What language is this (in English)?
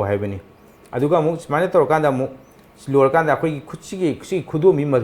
Manipuri